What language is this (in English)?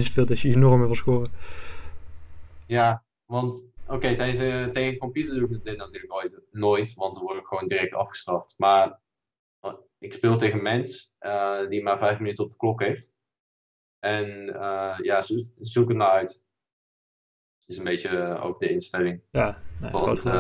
Dutch